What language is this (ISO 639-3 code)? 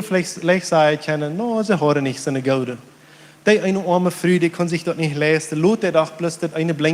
pdt